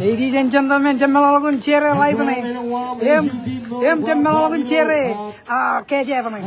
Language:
Marshallese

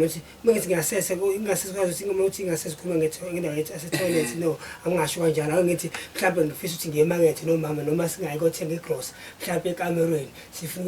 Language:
Zulu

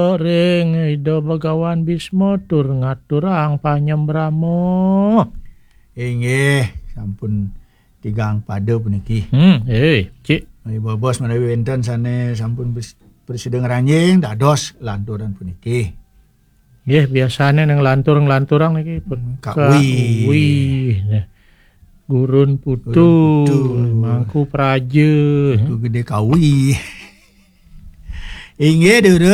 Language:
Balinese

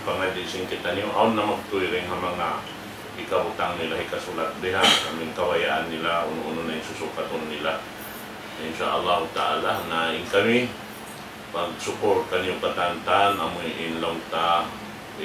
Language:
Tausug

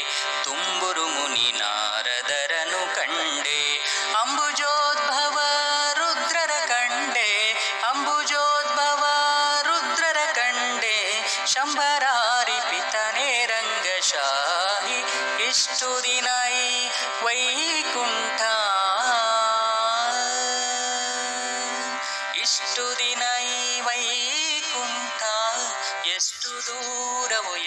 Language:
Kannada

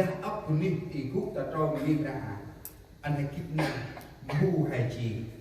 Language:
Central Mnong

